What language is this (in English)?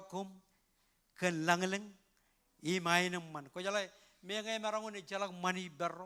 Marshallese